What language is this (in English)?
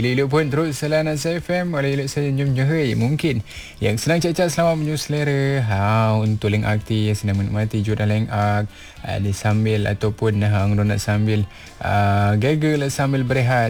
Malay